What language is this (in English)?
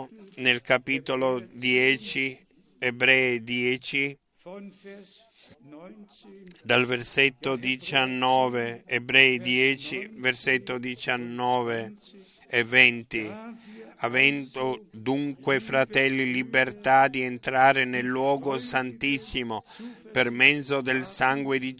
Italian